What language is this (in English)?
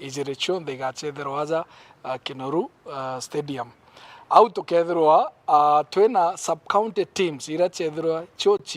Meru